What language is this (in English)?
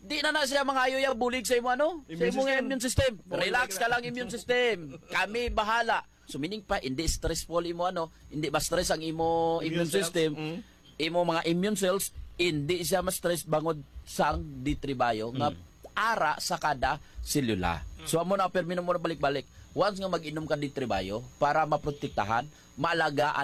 Hiligaynon